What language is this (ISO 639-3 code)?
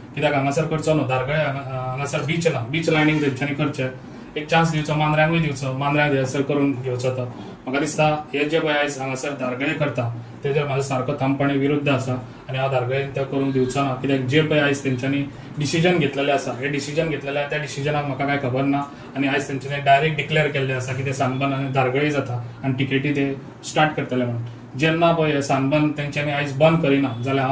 kok